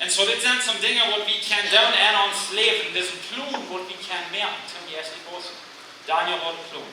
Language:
Plautdietsch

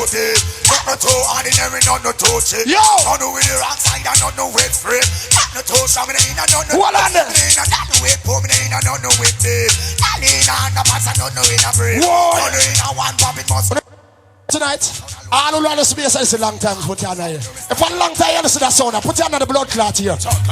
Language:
Jamaican Creole English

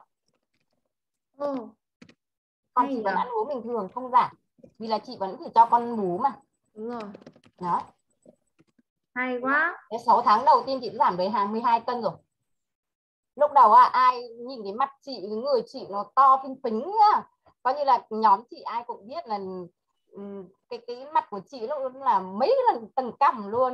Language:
Vietnamese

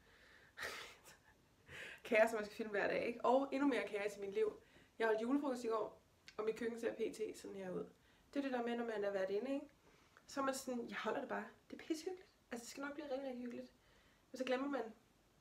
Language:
Danish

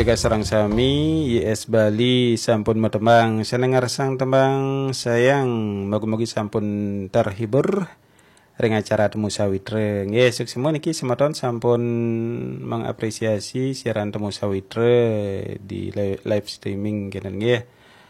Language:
Balinese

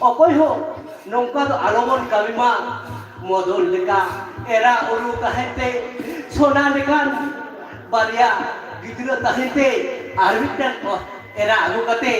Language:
Santali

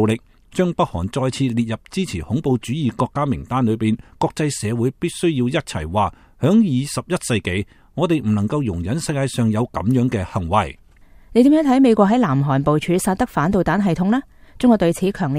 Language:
Cantonese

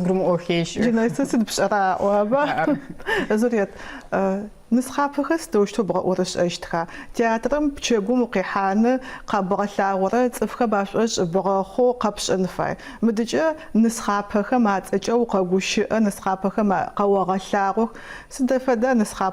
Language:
Adyghe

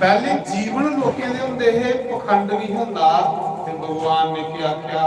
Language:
Dogri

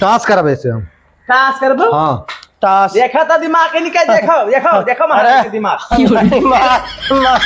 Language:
Awadhi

